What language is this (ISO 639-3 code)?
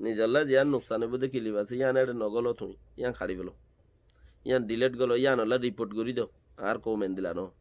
rhg